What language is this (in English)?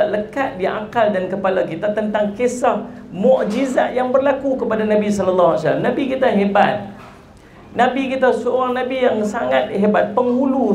Malay